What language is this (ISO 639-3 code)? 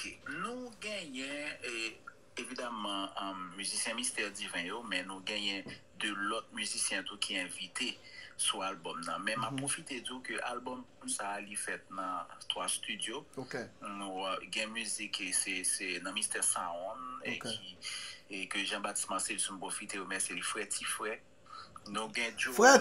hat